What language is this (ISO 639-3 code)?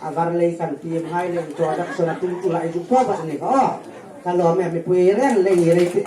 hmr